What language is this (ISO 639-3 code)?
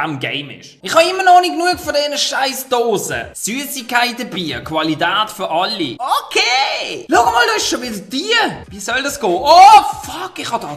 gsw